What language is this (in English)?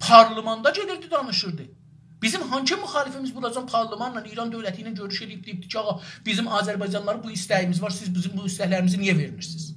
South Azerbaijani